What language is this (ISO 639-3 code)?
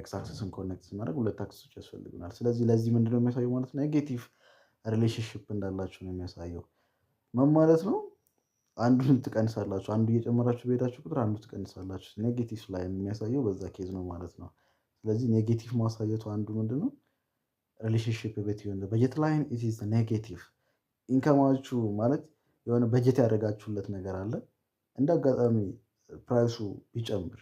amh